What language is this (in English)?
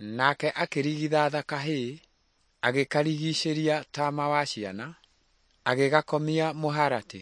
Kikuyu